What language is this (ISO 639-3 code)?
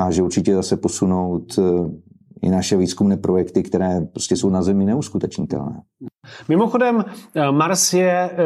ces